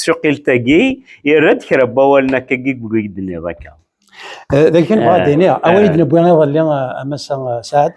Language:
Kabyle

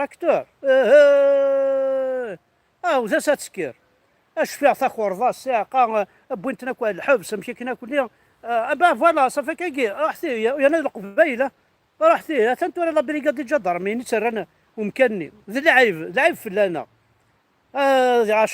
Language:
Kabyle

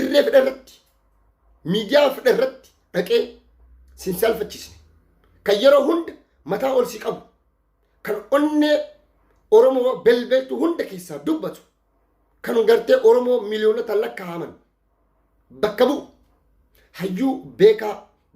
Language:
Oromo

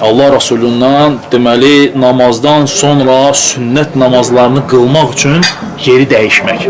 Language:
Azerbaijani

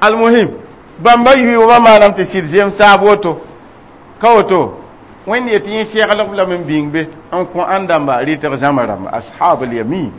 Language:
Mossi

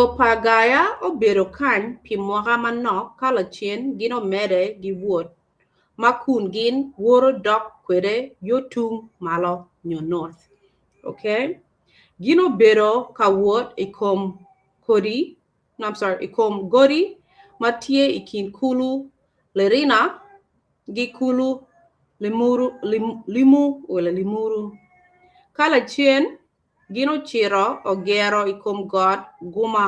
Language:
Acoli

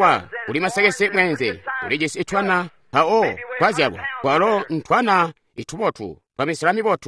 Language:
Tonga (Zambia)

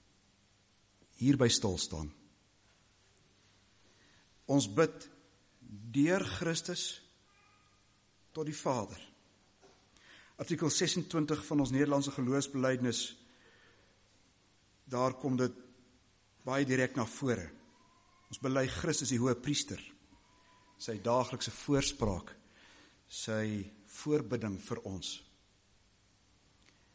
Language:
Afrikaans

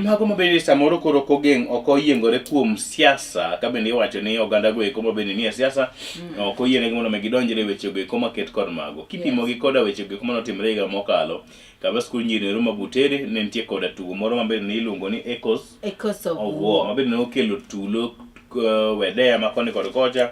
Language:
Luo (Kenya and Tanzania)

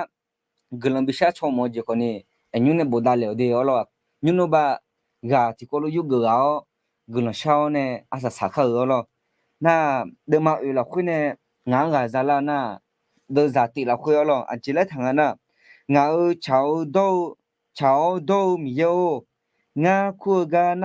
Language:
Akha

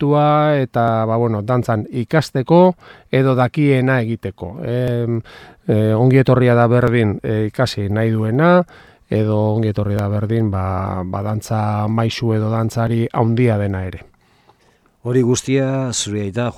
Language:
Basque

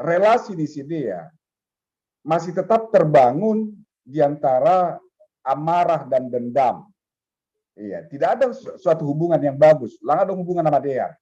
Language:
Batak Simalungun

